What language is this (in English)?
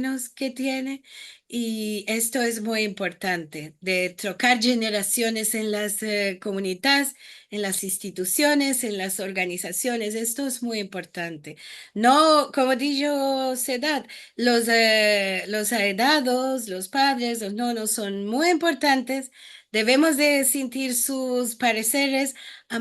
Ladino